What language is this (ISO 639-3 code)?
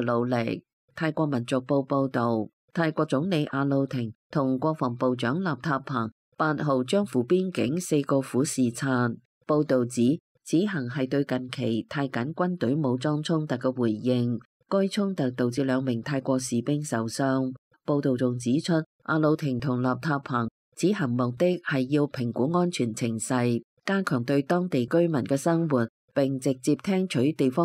yue